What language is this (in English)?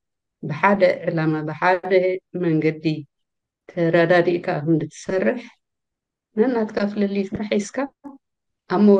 Tigrinya